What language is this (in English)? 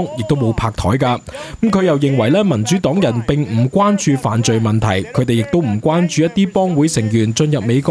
Cantonese